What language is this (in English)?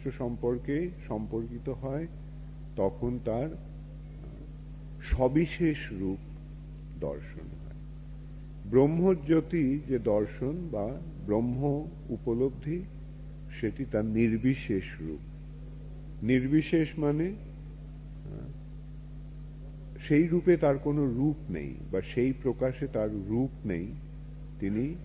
Bangla